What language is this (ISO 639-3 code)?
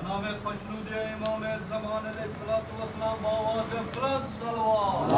kas